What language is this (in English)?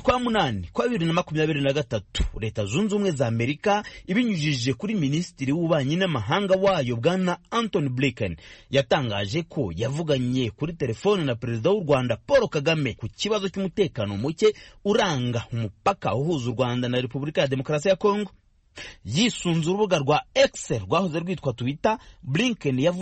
Kinyarwanda